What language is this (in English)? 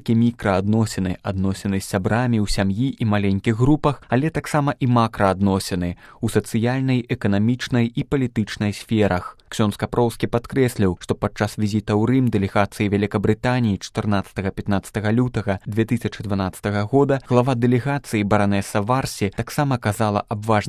Belarusian